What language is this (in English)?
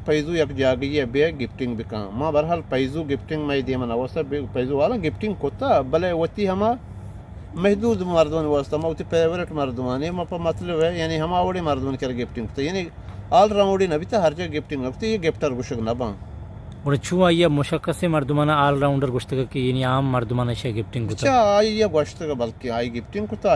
Eastern Balochi